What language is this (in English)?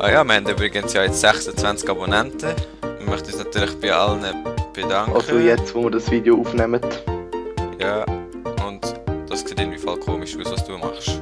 Swiss German